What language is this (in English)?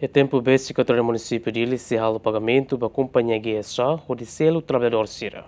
Tetum